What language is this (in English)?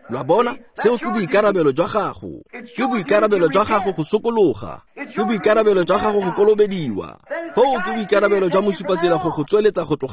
Tswana